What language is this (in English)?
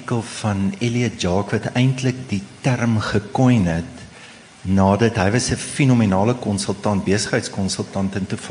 Afrikaans